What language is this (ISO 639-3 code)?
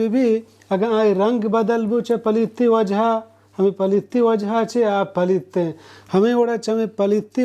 bal